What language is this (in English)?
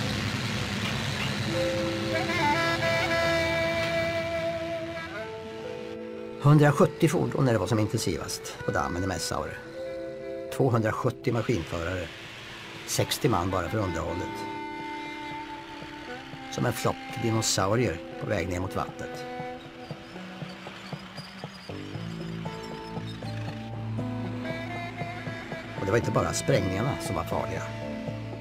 Swedish